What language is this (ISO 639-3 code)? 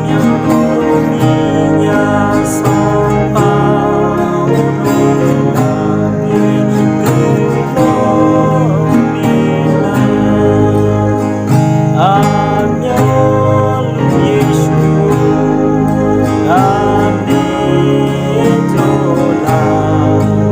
ahk